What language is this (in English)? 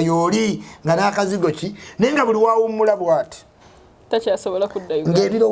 Ganda